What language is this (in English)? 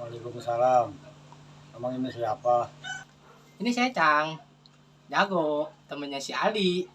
Betawi